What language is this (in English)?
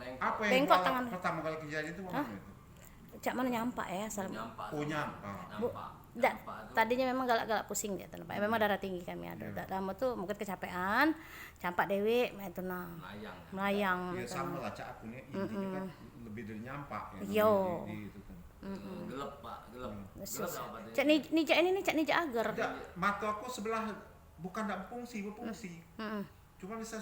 Musi